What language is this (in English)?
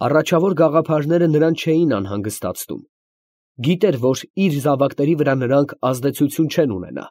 Armenian